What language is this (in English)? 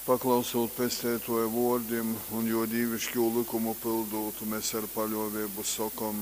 Latgalian